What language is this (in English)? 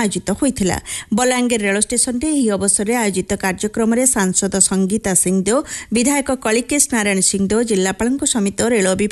Odia